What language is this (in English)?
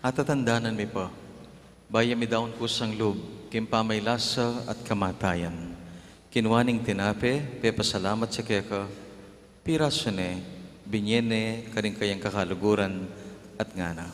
Pampanga